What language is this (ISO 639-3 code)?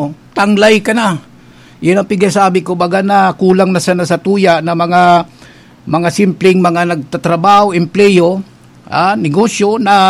bik